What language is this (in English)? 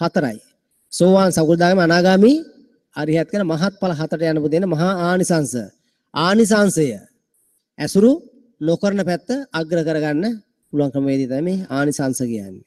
Sinhala